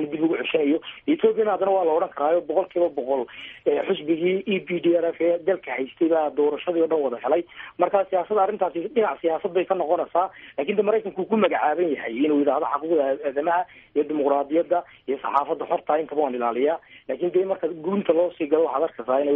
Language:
Somali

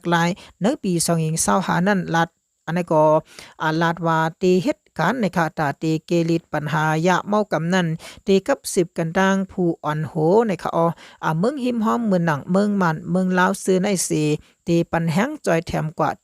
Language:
Shan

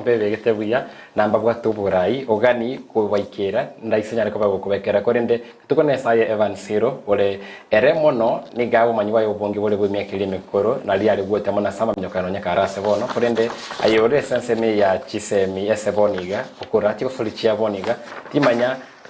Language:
Gusii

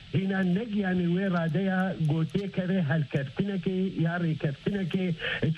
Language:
Kurdish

